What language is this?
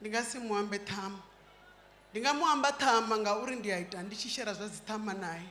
Venda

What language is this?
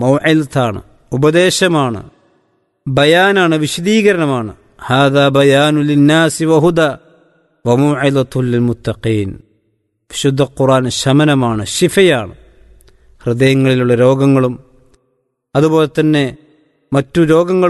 Malayalam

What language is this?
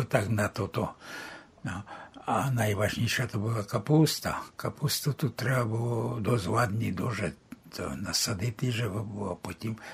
Rusyn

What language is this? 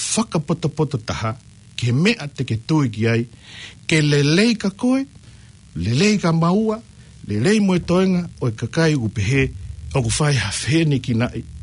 Tongan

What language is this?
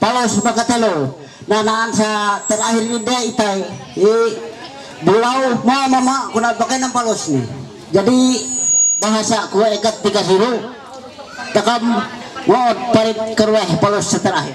Ma'anyan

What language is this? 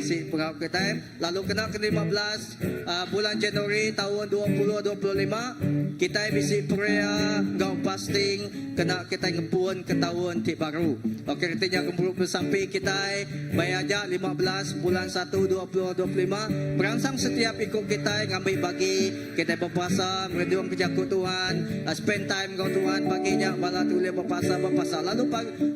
Iban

